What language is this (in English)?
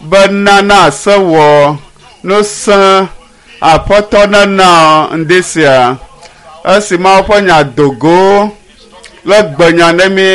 Ewe